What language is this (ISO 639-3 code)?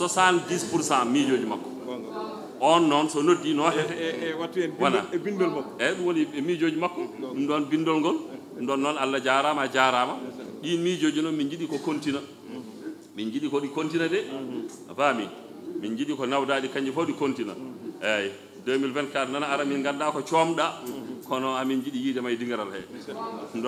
ful